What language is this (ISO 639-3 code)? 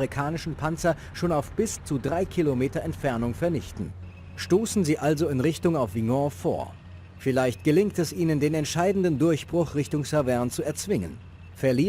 bar